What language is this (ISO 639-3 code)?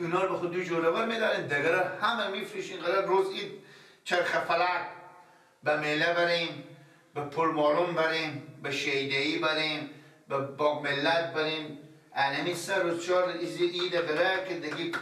fas